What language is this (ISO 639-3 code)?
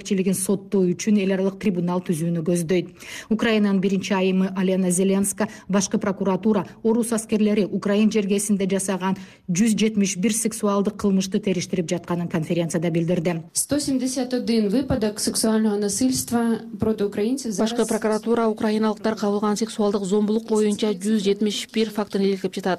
kir